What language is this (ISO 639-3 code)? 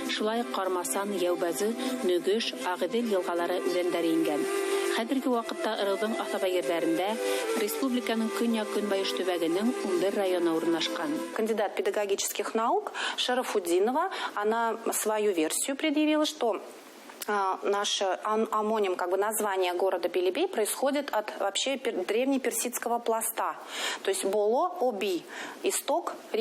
bak